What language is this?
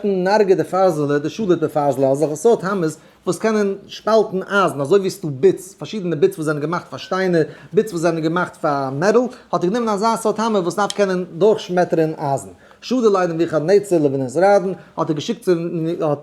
Yiddish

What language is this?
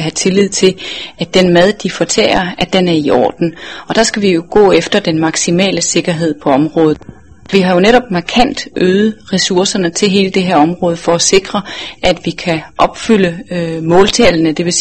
Danish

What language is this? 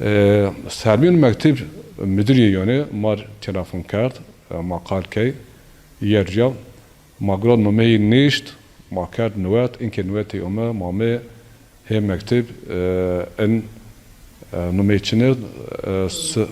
Zaza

